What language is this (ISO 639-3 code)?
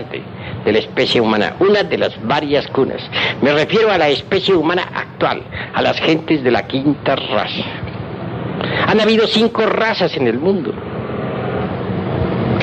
spa